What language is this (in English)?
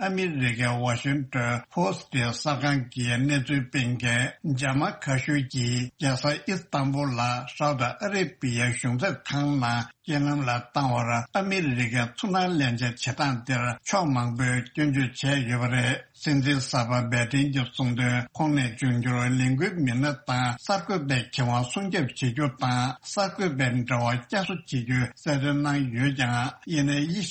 Tibetan